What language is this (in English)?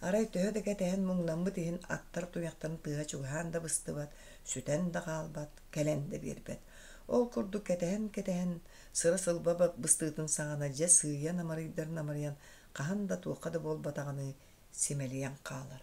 Yakut